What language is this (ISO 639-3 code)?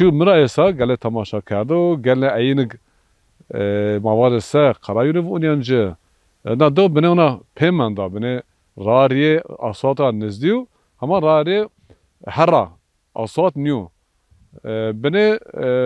zza